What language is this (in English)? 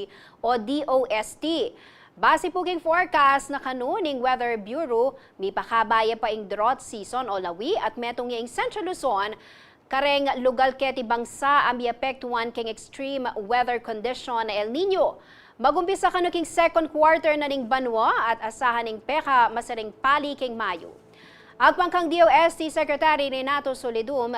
Pampanga